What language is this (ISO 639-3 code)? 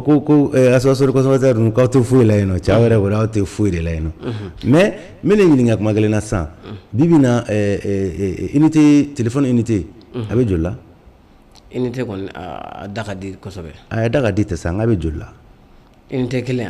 bam